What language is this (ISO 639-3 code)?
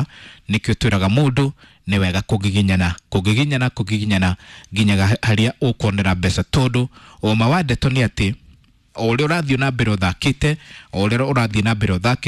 kik